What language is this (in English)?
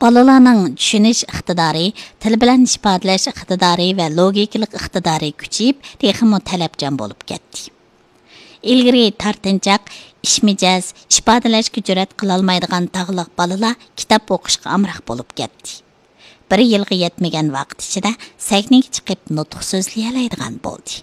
Uyghur